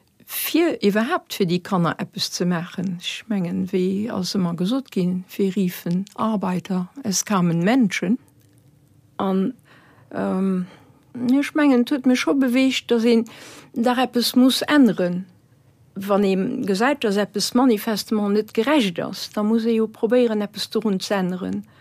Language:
Luxembourgish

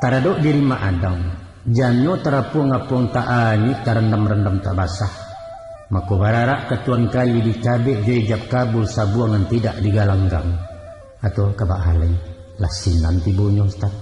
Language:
Minangkabau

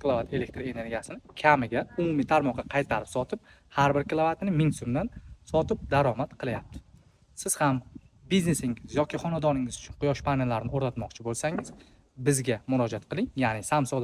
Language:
Uzbek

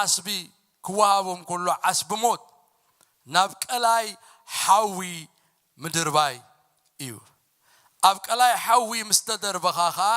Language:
Tigrinya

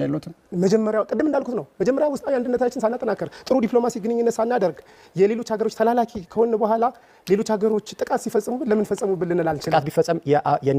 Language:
Amharic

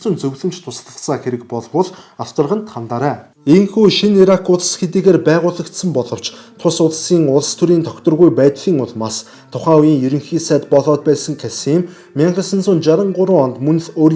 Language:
Mongolian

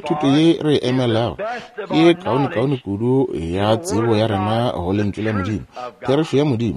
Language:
Northern Sotho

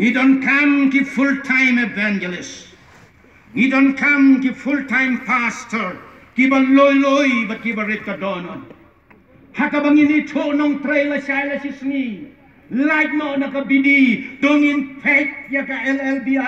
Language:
Khasi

